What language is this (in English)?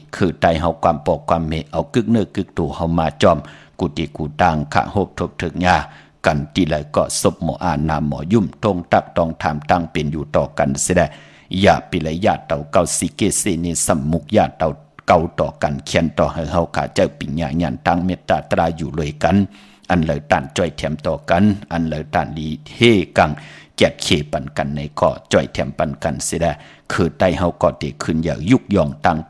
Shan